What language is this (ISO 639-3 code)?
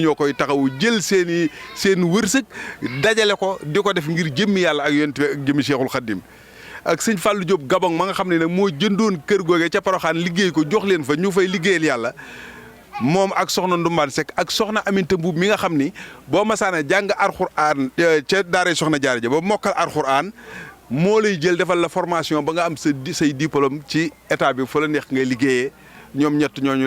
wol